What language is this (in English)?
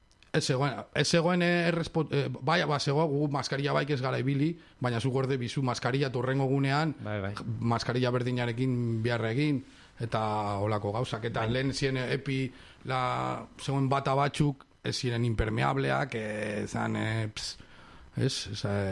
Basque